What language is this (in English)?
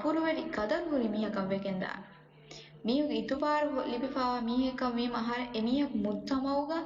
Divehi